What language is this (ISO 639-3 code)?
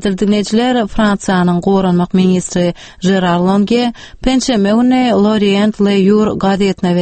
tuk